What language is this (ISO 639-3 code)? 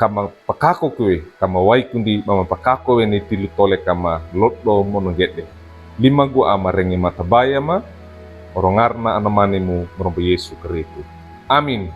wew